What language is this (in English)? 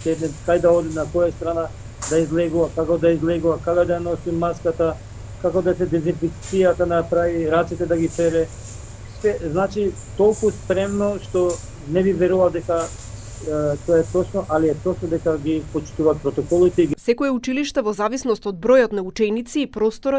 Macedonian